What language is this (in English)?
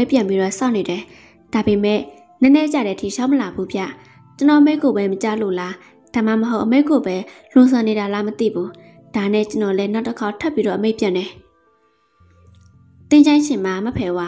Burmese